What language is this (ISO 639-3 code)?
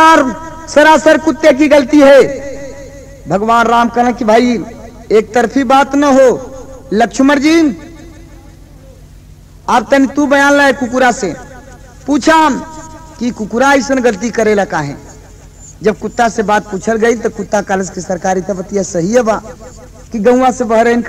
bho